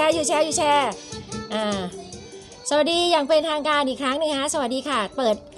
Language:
Thai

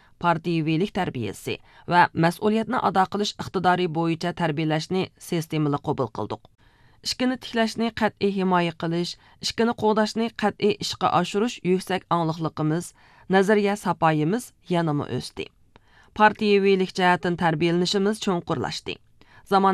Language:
Uyghur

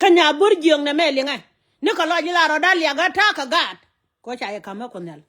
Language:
Nuer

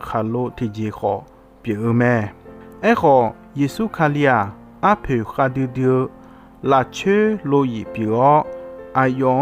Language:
Akha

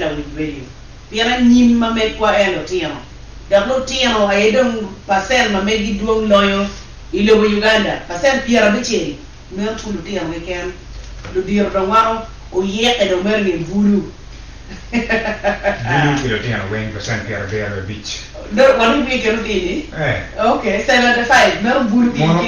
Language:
Acoli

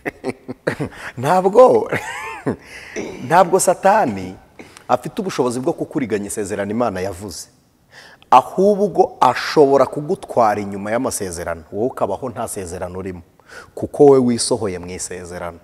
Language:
Kinyarwanda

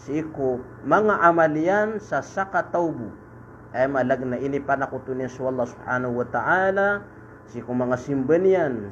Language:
Maranao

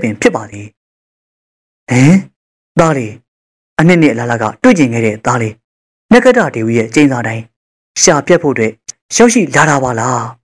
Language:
Burmese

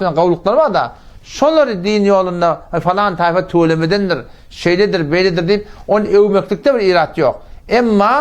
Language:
Turkmen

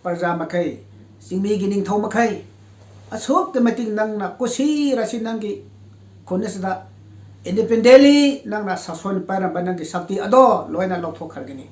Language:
Manipuri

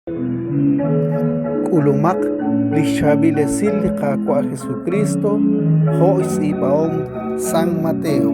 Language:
Kekchí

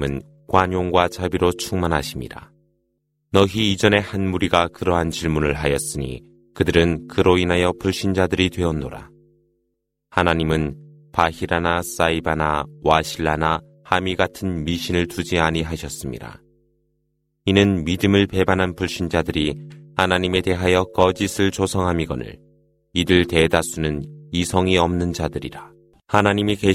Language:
Korean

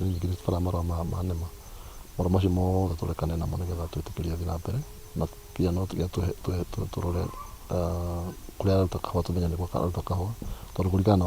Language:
Kikuyu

